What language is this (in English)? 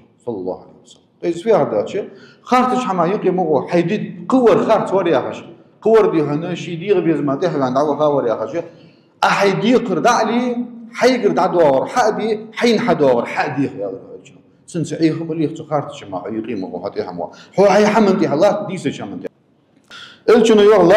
Ingush